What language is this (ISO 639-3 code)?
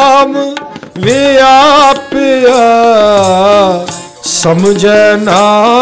pan